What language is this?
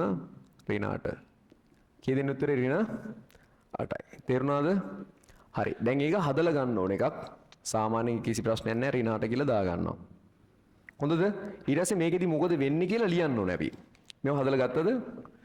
Sinhala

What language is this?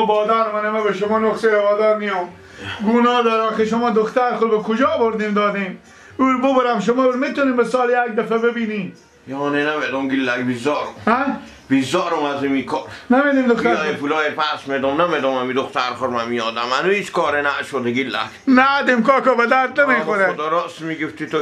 Persian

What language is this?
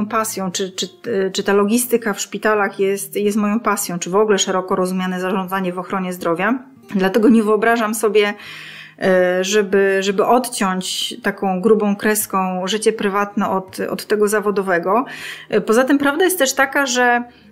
Polish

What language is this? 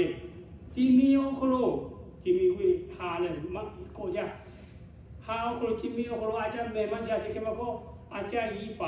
Lahu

